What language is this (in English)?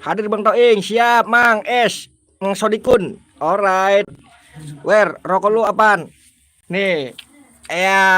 Betawi